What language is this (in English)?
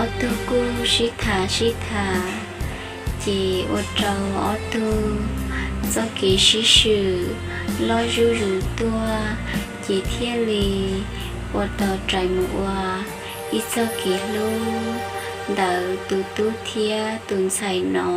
Hmong